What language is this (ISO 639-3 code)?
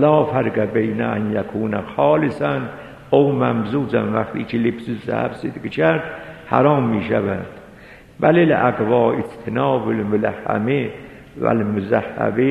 fas